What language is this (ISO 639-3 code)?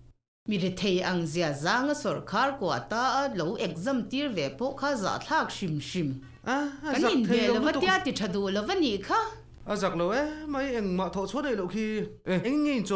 lus